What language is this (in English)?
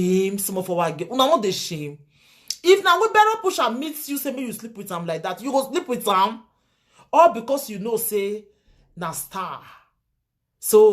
Nigerian Pidgin